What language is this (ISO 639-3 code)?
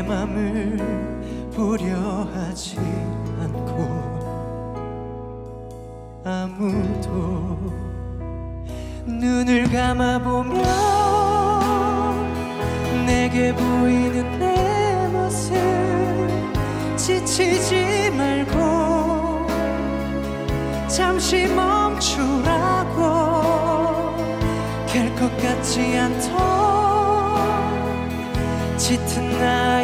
kor